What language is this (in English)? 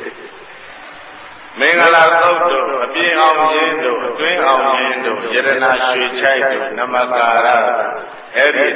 Burmese